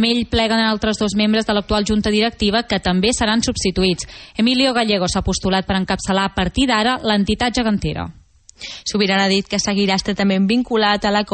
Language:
Catalan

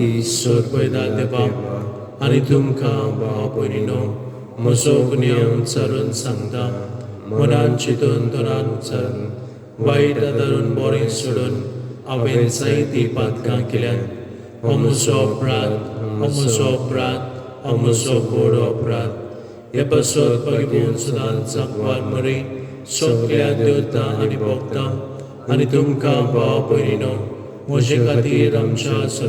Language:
Konkani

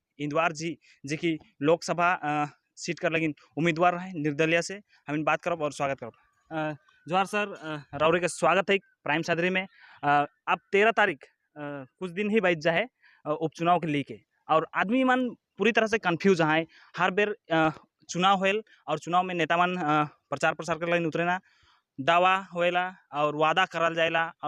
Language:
Sadri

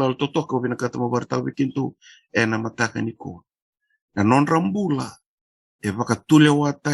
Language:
Fijian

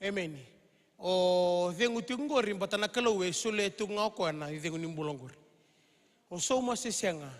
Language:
Fijian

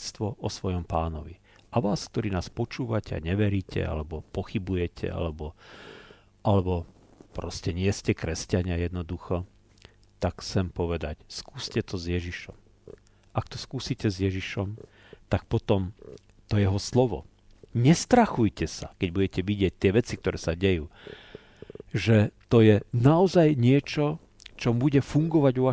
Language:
Slovak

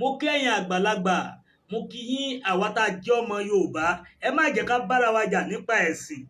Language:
Yoruba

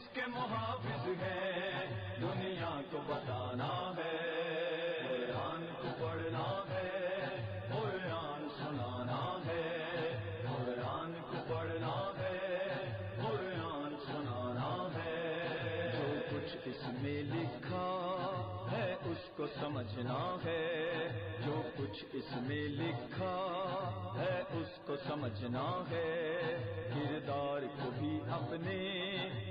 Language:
Urdu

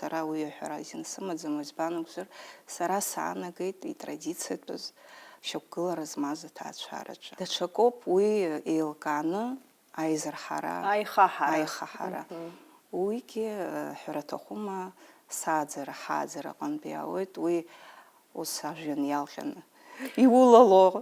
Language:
Abkhazian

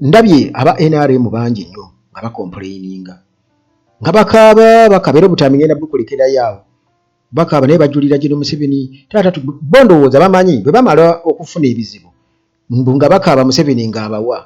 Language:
Ganda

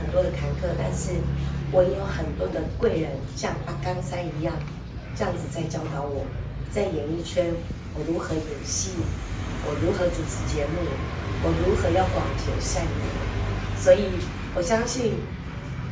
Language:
Chinese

